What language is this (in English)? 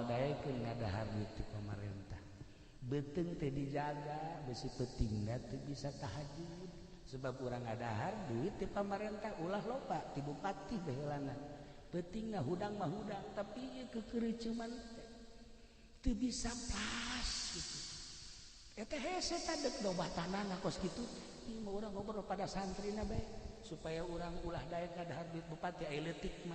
Sundanese